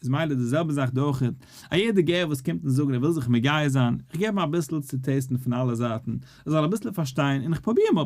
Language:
Yiddish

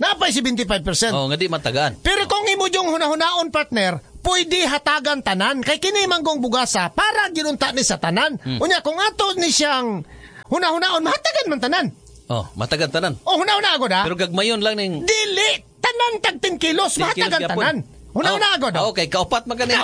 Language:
Cebuano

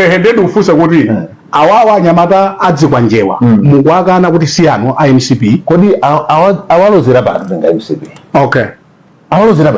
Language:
Nyanja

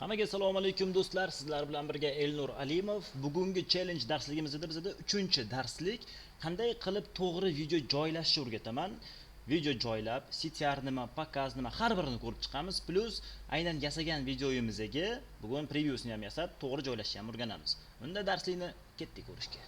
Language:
Uzbek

